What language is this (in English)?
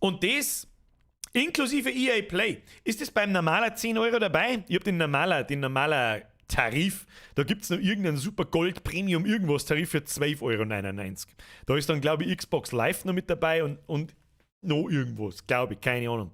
Bavarian